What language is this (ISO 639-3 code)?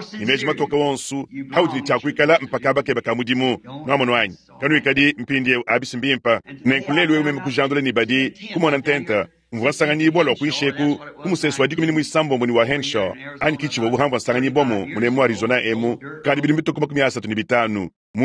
lua